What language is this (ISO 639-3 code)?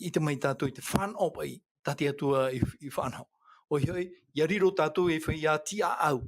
tah